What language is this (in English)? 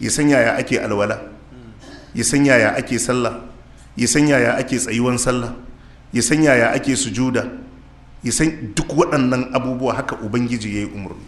Hausa